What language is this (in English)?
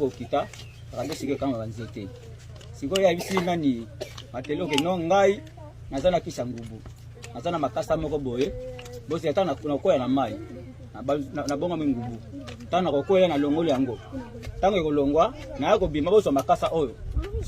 Lingala